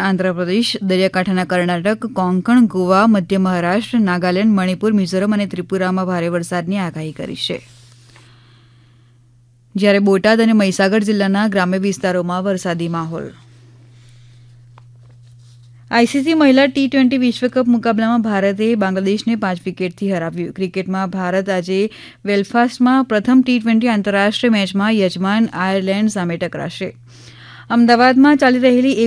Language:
Gujarati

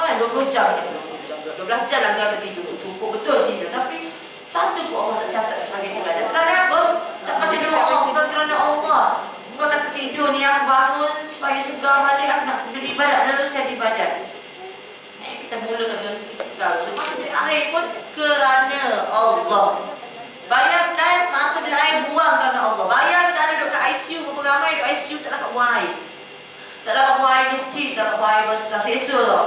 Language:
Malay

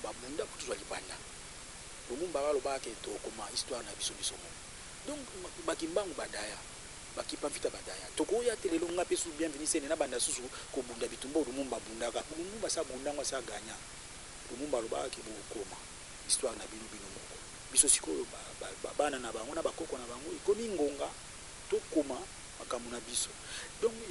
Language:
Lingala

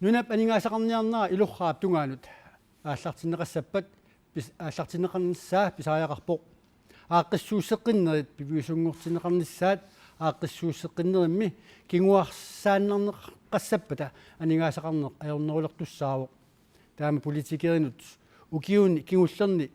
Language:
Kalaallisut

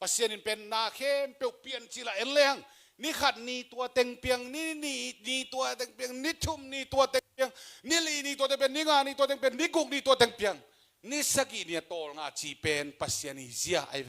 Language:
Tedim Chin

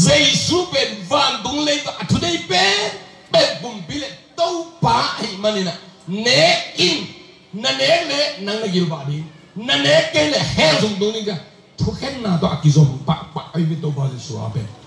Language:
Tedim Chin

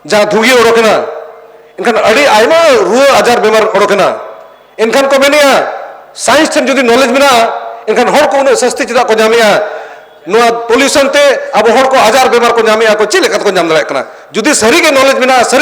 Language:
Santali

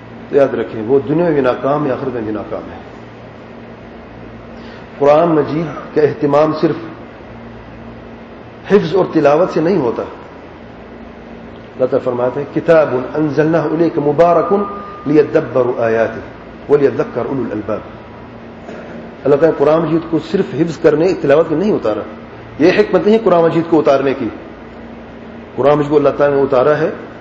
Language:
Urdu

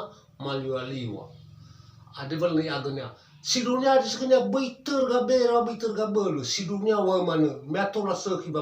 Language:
Nias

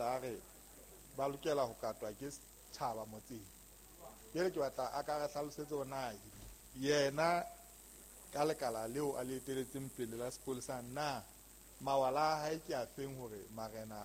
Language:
Southern Sotho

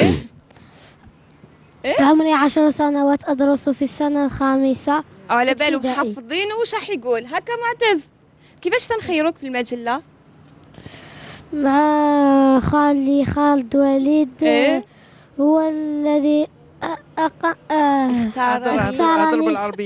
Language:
Algerian Arabic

